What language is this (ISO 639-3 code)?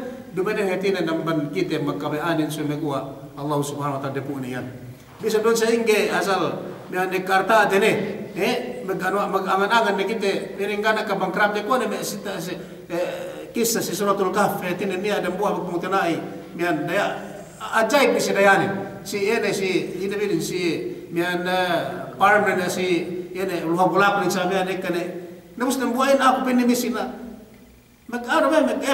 yka